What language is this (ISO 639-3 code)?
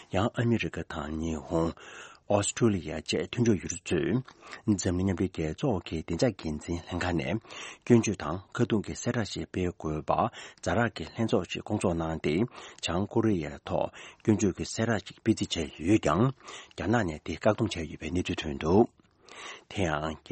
bod